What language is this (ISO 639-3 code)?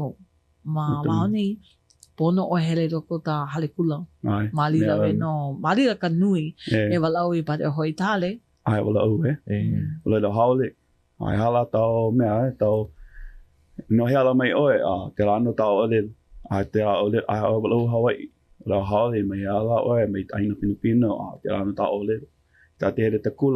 haw